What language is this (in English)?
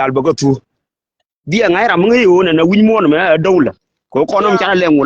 Nuer